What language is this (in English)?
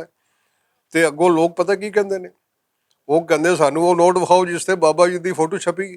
Western Panjabi